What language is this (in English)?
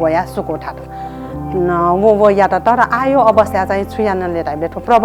Newari